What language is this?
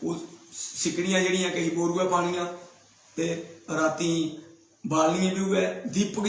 Dogri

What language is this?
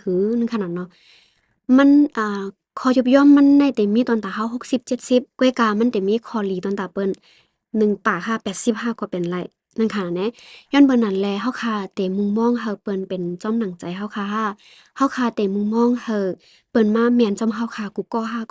Shan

